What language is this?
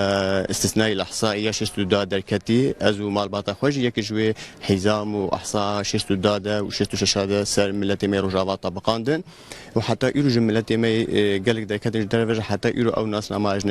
Kurdish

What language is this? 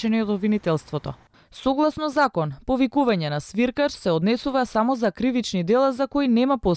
Macedonian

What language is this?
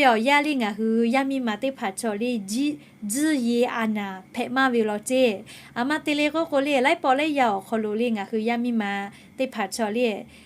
Lahu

